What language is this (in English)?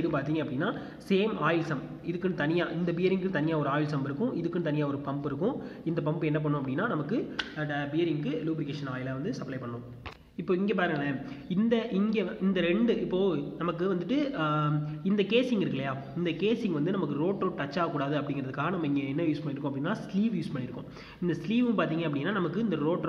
Tamil